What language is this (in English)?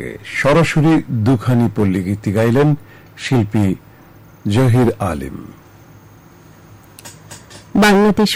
Bangla